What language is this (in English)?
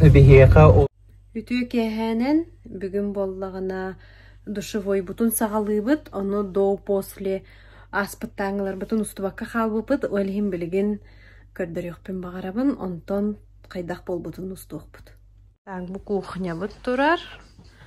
Yakut